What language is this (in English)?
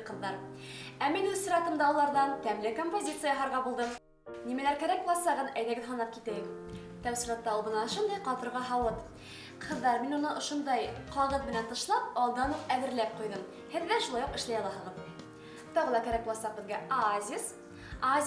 Bashkir